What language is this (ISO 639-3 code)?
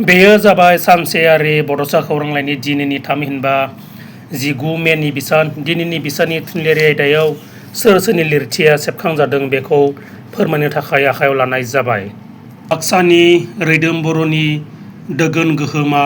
brx